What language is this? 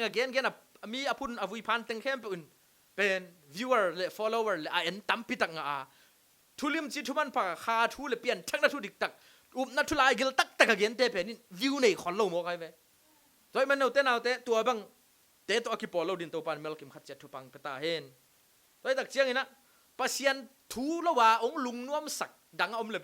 Tedim Chin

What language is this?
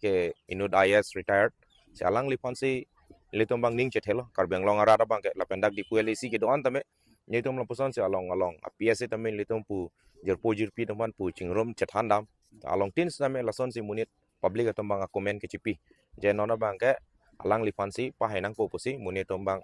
Karbi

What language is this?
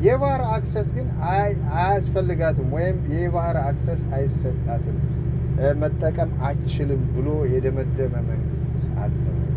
Amharic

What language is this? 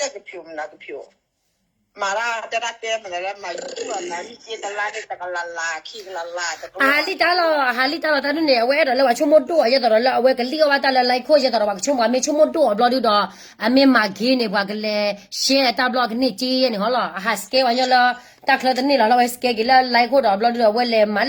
S'gaw Karen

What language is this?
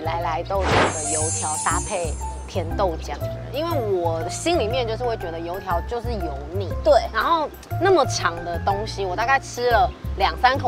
Chinese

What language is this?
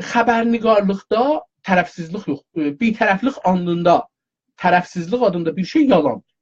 South Azerbaijani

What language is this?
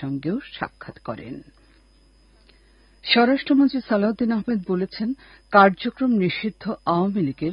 Bangla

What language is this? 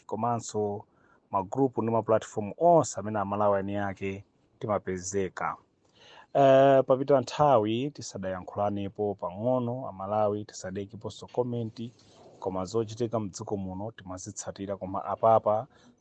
Nyanja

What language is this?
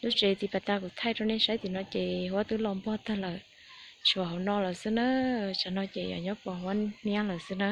Hmong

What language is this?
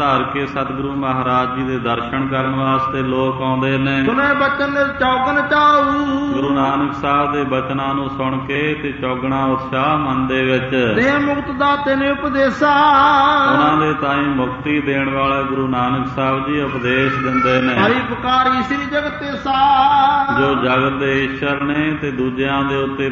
Punjabi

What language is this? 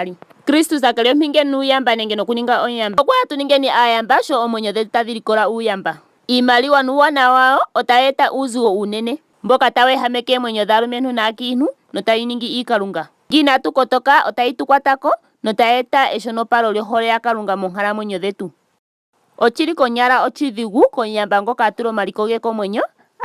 Ndonga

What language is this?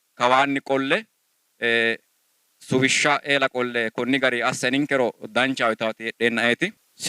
Sidamo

